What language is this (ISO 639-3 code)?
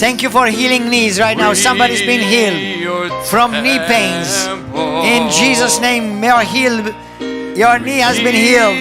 eng